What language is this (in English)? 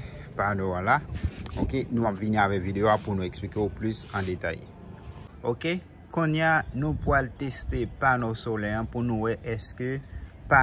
Haitian Creole